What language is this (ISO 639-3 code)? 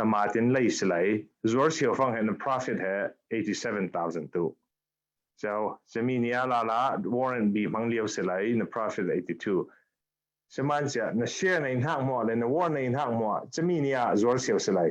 cfm